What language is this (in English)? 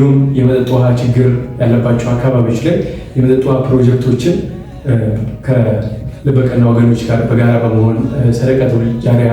Amharic